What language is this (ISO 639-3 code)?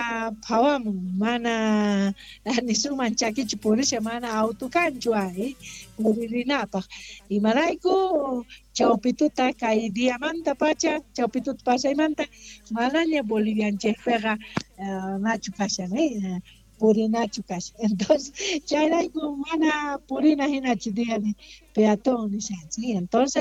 que